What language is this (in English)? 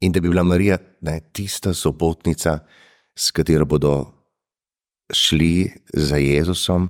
Slovenian